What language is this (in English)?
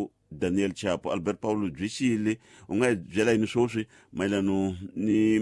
Tsonga